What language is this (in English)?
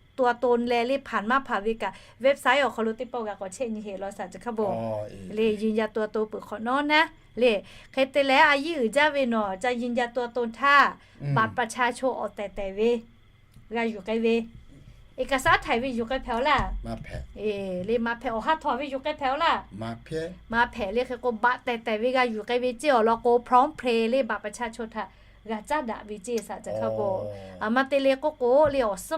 Lahu